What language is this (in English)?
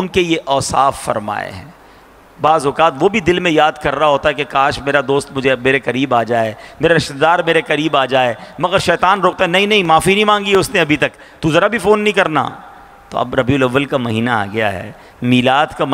Urdu